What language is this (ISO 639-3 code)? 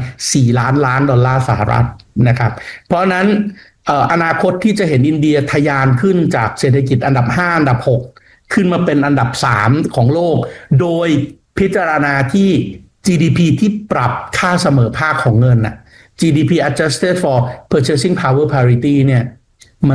tha